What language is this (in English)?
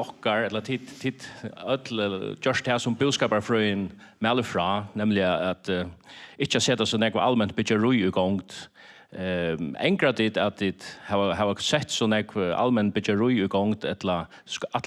Faroese